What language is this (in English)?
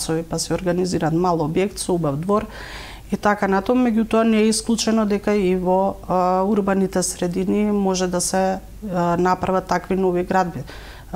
Macedonian